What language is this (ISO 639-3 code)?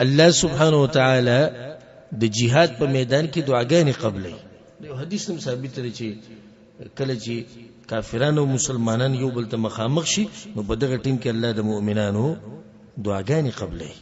pus